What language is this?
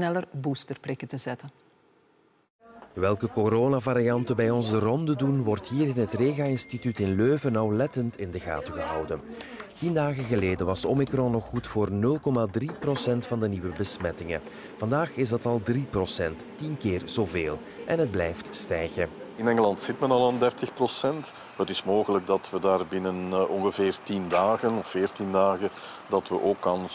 Dutch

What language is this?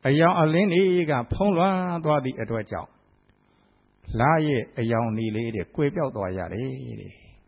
Burmese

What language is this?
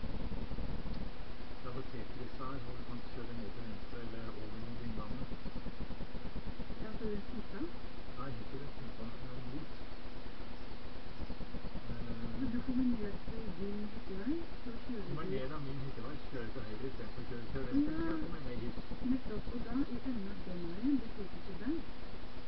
Norwegian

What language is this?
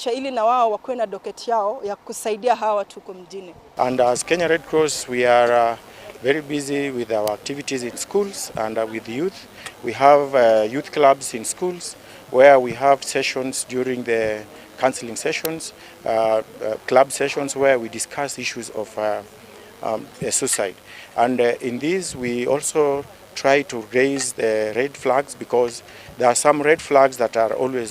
Gusii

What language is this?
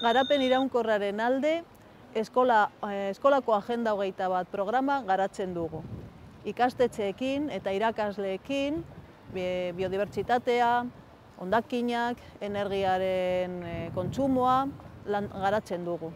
Basque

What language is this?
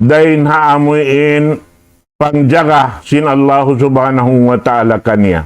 Tausug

